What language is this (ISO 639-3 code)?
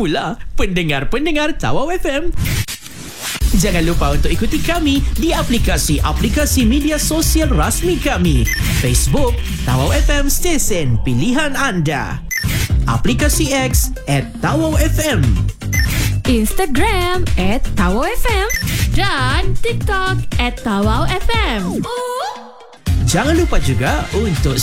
msa